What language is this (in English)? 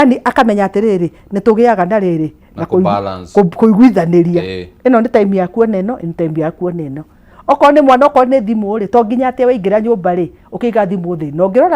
Kikuyu